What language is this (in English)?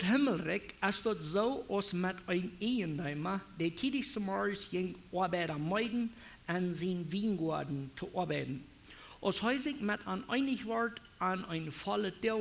Plautdietsch